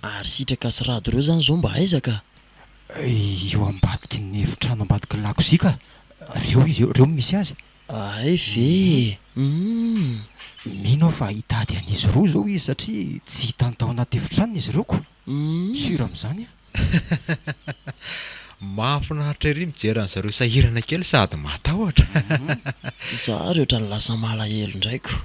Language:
Malagasy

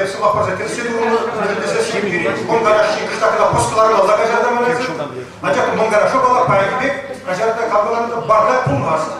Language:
Chuvash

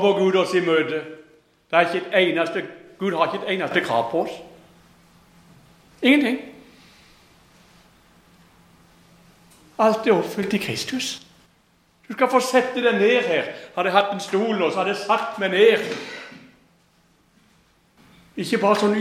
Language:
Norwegian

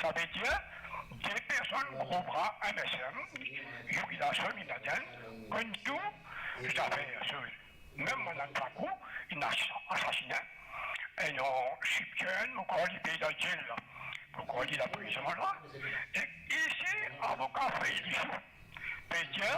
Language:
Morisyen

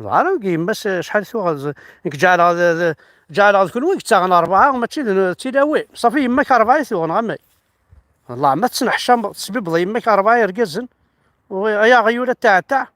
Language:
Kabyle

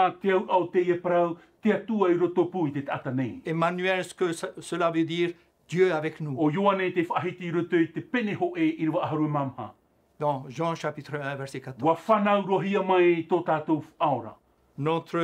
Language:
Tahitian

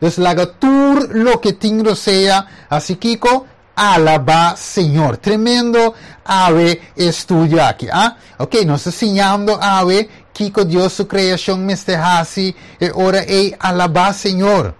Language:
Papiamento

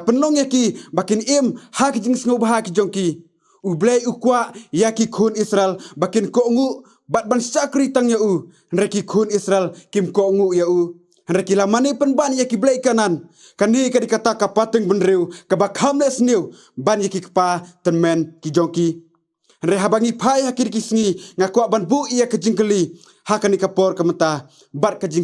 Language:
Khasi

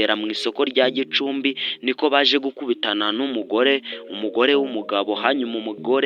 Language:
Kinyarwanda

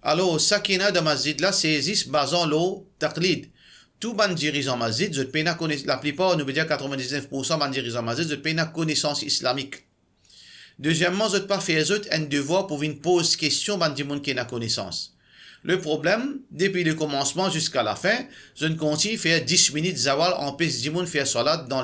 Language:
Morisyen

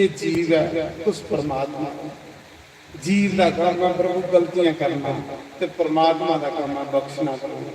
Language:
Dogri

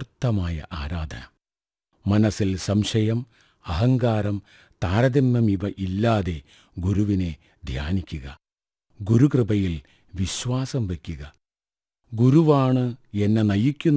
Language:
Malayalam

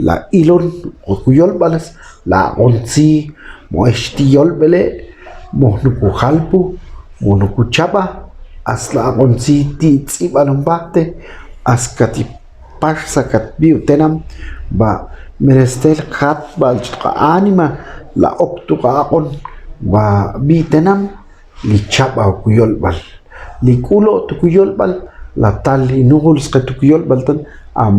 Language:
Ixil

